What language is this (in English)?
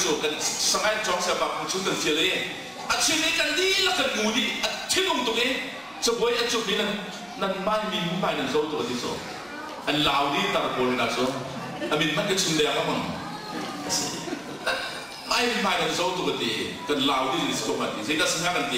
Hakha Chin